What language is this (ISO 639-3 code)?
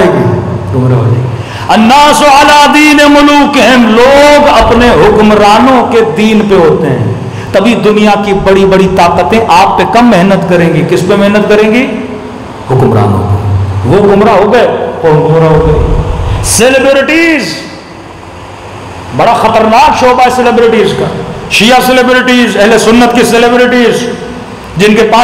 urd